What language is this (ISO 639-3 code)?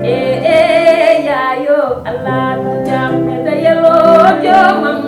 ful